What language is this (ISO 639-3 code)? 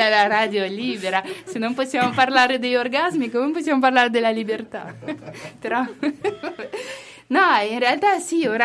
ita